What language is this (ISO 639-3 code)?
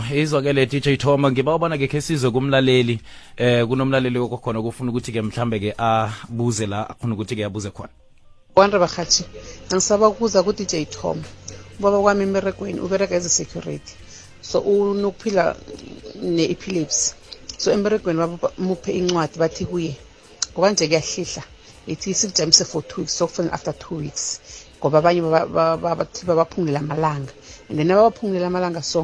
nbl